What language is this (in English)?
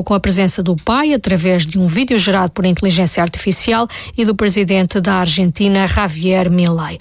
Portuguese